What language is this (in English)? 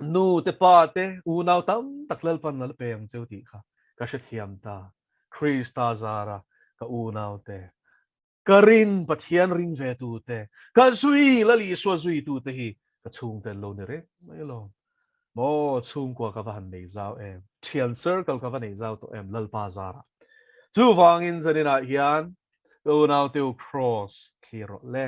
Mizo